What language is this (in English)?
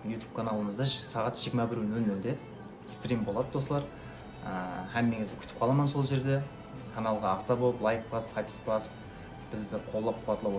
Kara-Kalpak